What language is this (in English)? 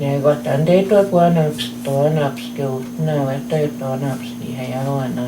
Plains Cree